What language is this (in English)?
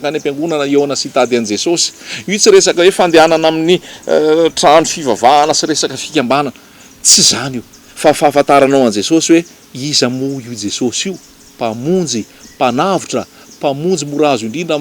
Malagasy